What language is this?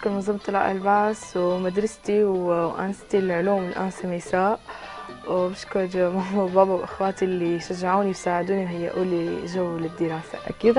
North Levantine Arabic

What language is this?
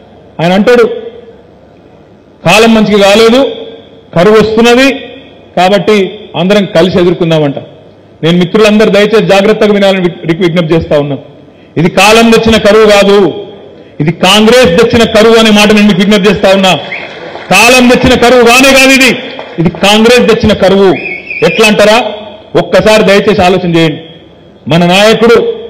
Telugu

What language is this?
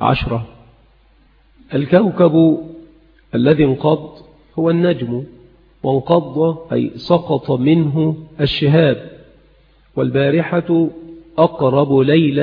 Arabic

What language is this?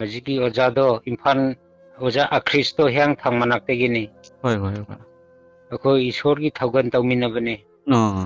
Manipuri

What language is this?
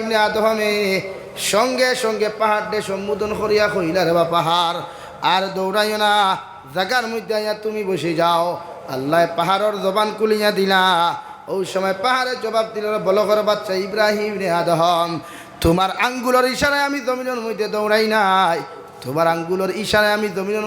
Sylheti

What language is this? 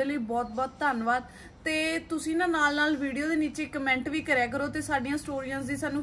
Punjabi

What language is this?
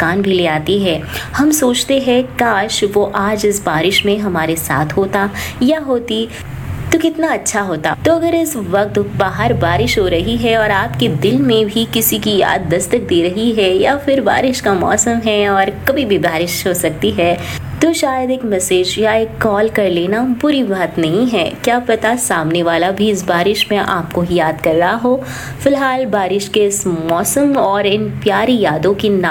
Hindi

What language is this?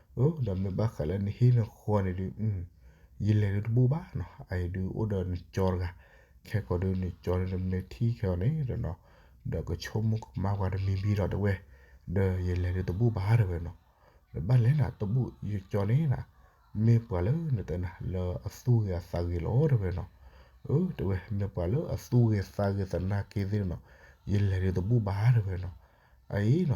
S'gaw Karen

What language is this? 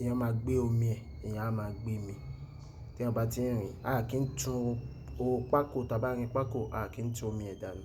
Yoruba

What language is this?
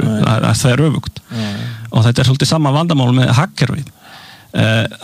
Icelandic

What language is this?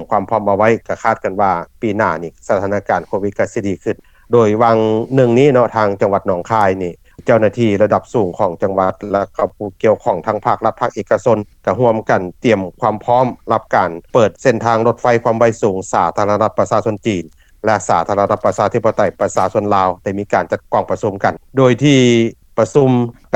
Lao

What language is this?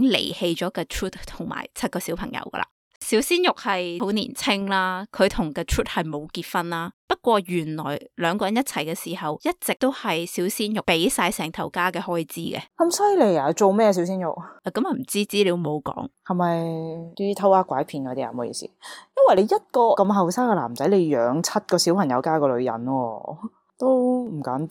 Cantonese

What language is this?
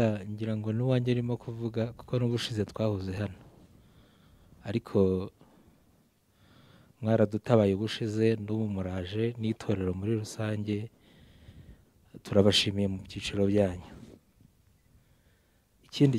Kinyarwanda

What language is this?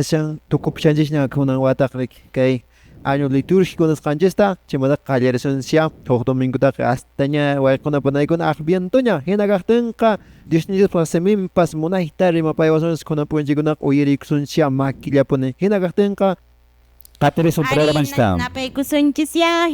Quechua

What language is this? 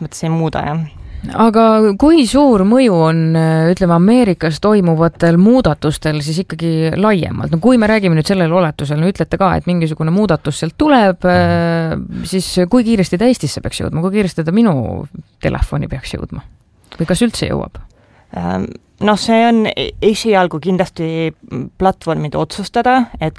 Estonian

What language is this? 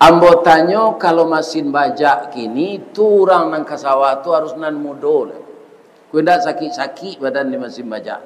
Minangkabau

